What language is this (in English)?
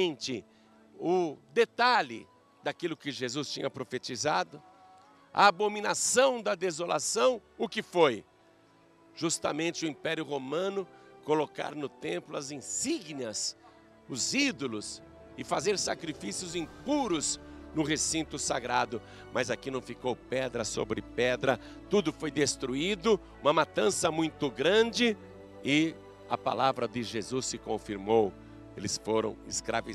Portuguese